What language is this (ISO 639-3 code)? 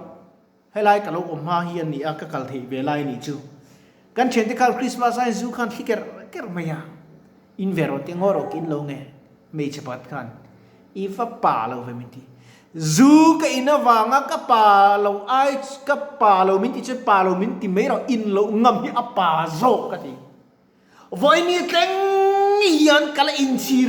lus